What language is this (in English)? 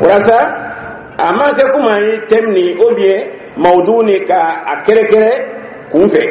Dyula